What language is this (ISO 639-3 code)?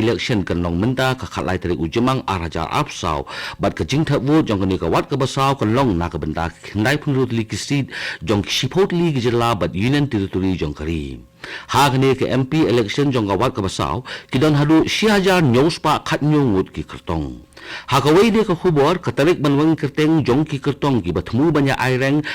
kha